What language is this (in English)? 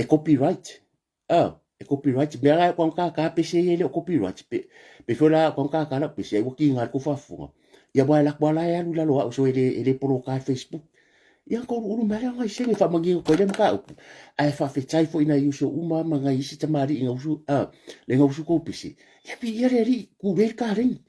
Samoan